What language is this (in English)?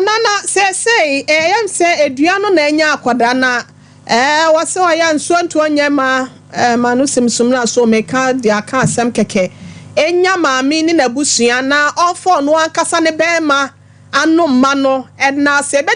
Akan